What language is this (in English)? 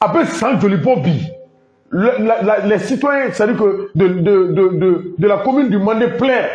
Bambara